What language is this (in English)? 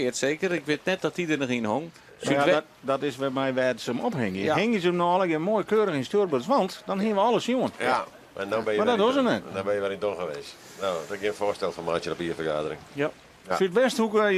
Western Frisian